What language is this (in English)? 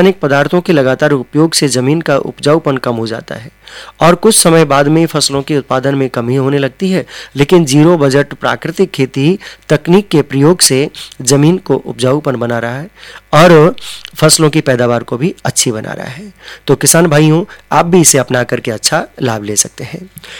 Hindi